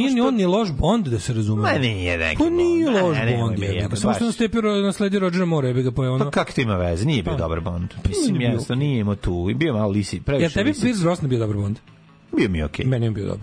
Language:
Serbian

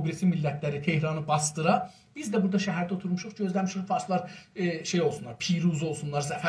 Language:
South Azerbaijani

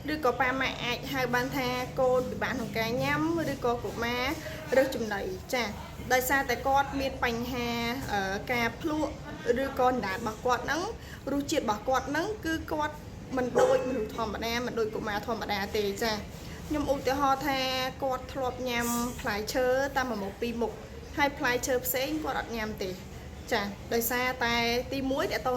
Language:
Khmer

